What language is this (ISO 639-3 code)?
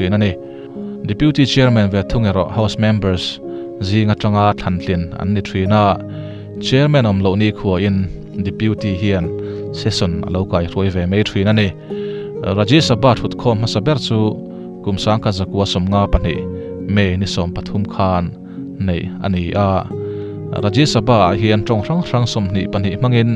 lus